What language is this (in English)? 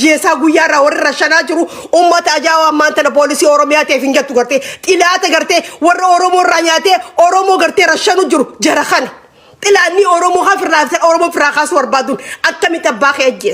Oromo